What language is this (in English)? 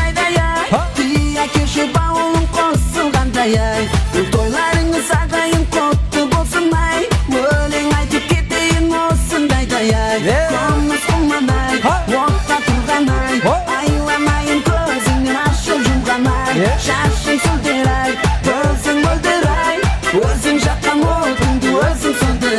Kara-Kalpak